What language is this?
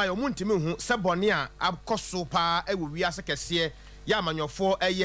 Akan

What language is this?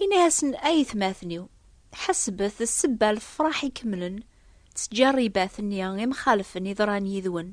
Kabyle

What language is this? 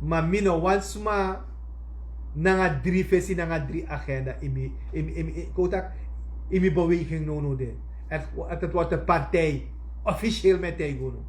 Sranan Tongo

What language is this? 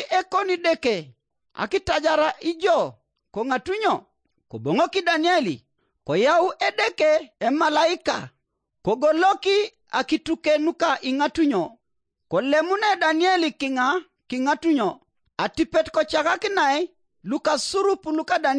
Teso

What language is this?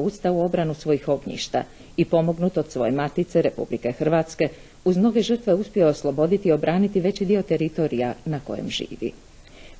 Croatian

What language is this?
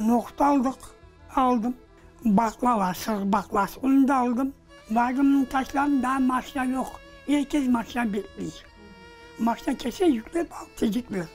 Crimean Tatar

